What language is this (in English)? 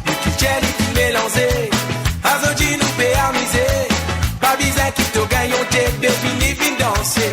Morisyen